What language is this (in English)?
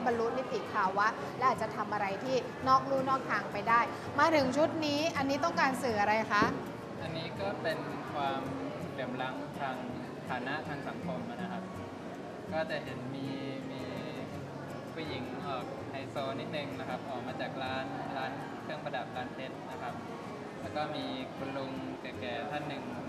Thai